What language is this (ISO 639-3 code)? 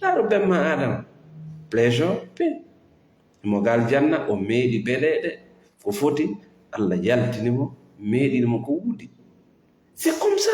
ful